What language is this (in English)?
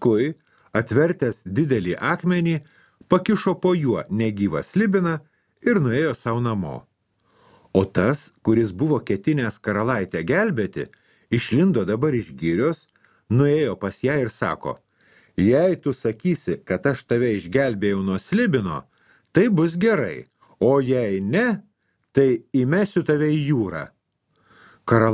Lithuanian